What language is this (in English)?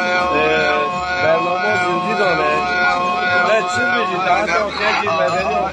Kurdish